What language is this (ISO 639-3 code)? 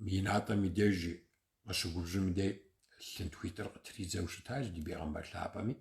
kbd